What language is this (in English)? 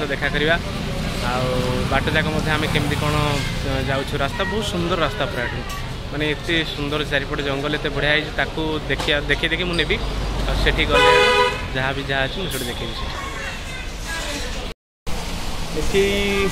Odia